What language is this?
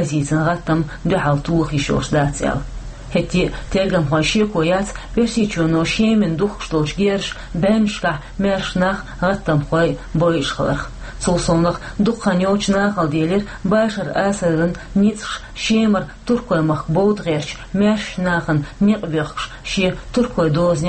Chechen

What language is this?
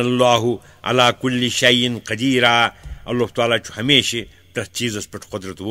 Kashmiri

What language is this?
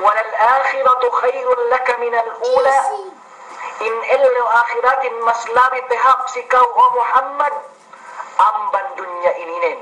Yakan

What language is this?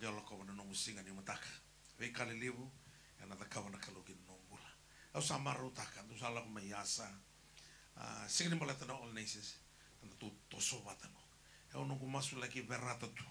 Fijian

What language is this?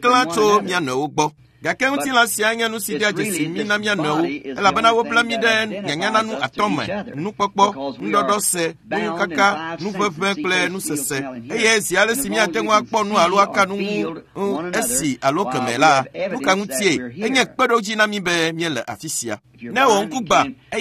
Ewe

